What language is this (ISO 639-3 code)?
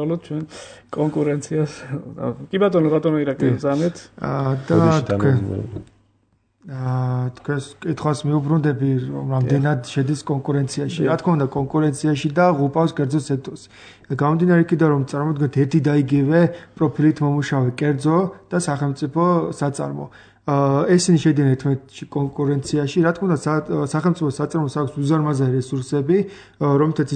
kat